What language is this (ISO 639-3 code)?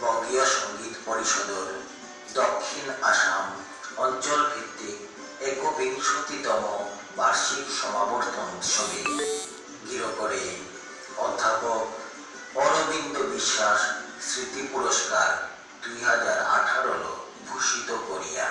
bpy